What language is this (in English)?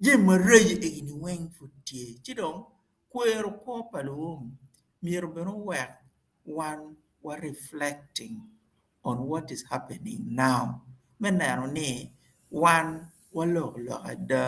Acoli